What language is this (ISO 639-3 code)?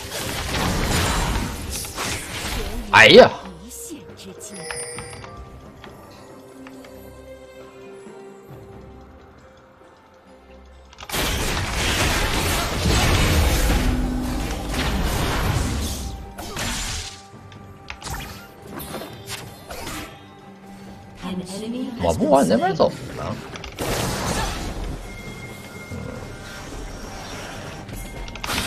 zho